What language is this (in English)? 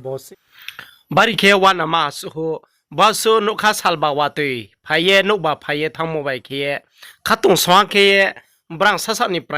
Riang (India)